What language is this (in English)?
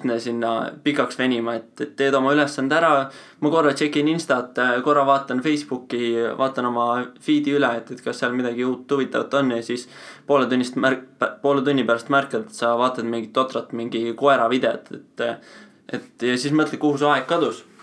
Estonian